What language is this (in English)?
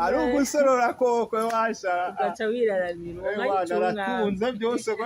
Rundi